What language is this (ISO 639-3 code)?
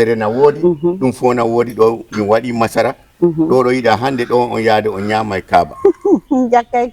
ful